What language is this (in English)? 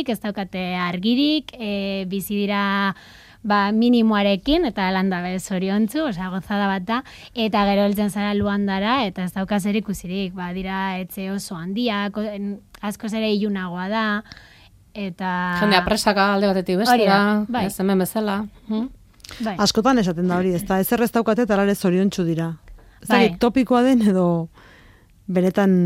Basque